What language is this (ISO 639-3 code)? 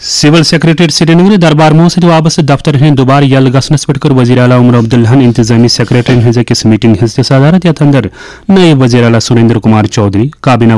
kas